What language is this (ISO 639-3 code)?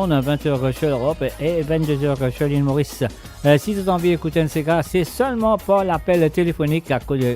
mfe